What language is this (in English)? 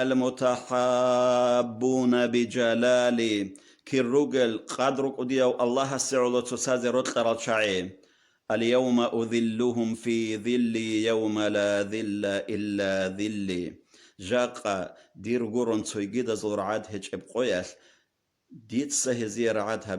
Avaric